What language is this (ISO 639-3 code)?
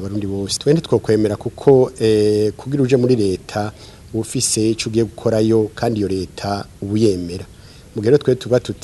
run